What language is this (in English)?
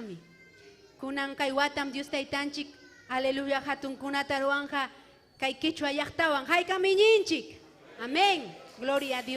Ayacucho Quechua